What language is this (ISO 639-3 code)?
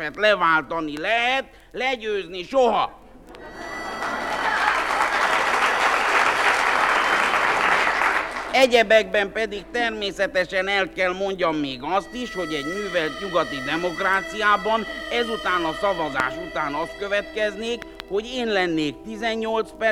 hun